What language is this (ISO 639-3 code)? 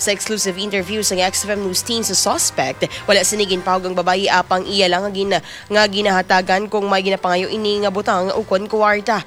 hil